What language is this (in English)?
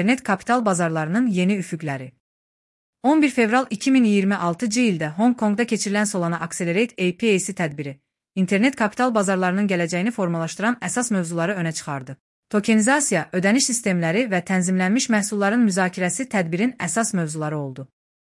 Azerbaijani